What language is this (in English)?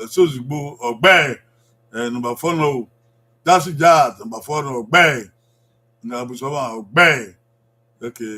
Bini